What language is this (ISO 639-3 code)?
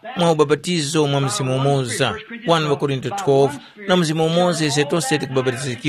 tum